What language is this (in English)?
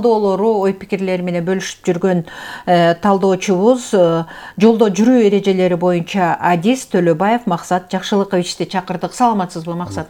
Kyrgyz